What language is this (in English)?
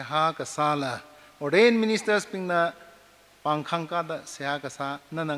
Tangkhul Naga (India)